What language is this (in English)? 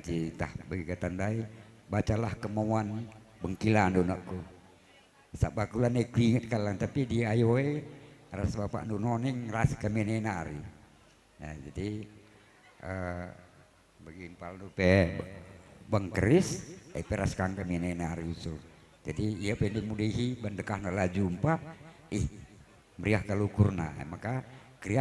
Batak Karo